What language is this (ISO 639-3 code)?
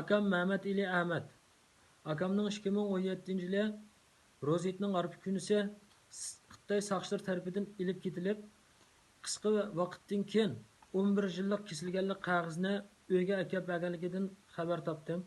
uig